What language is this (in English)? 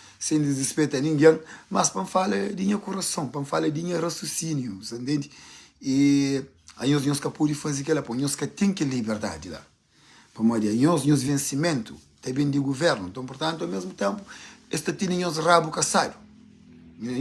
Kabuverdianu